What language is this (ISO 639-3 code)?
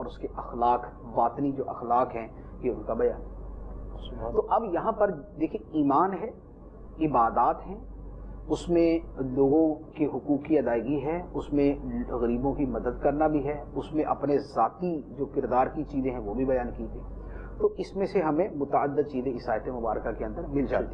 urd